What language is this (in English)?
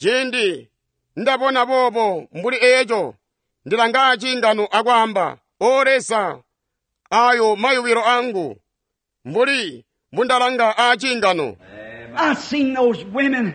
Tonga (Zambia)